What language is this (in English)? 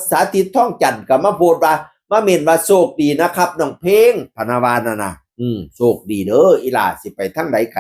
Northeastern Thai